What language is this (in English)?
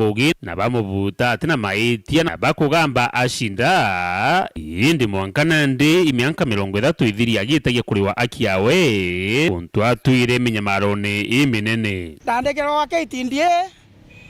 Meru